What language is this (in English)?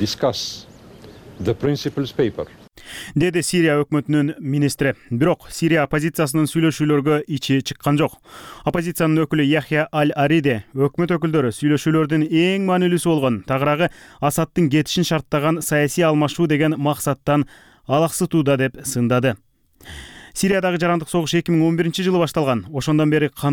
Kyrgyz